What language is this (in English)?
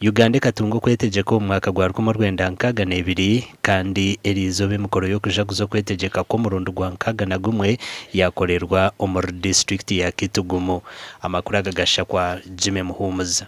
Nyankole